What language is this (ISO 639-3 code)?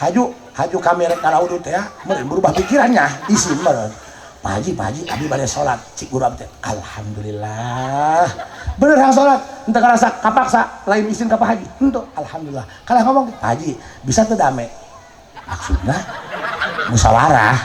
sun